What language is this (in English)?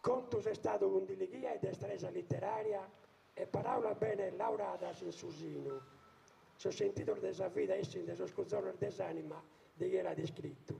Sardinian